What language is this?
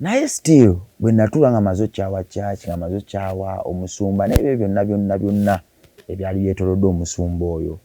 Ganda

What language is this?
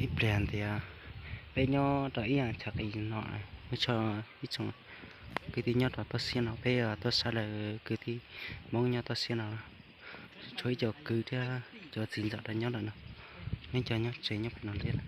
Hmong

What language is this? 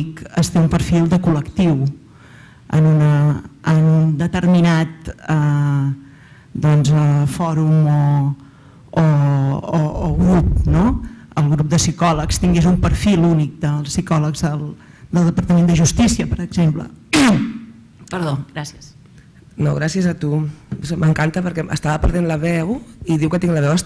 Catalan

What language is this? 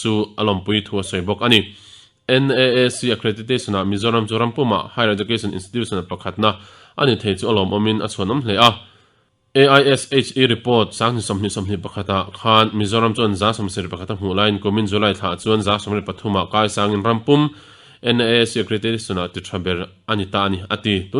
Mizo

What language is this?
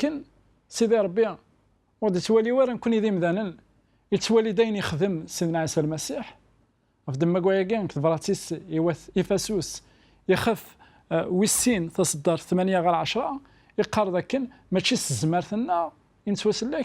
Kabyle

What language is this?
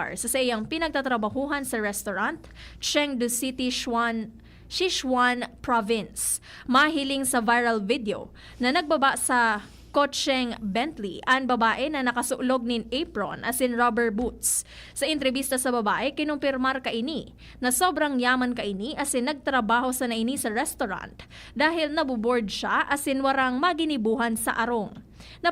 Bikol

